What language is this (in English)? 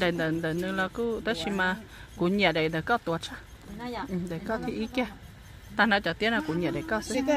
Hmong